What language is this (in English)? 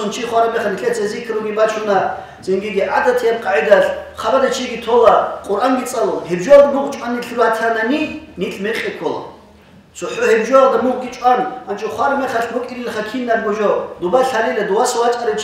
Avaric